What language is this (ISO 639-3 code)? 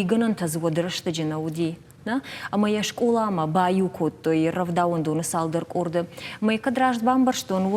oss